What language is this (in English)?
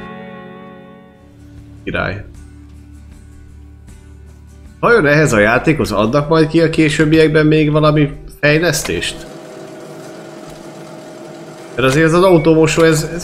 Hungarian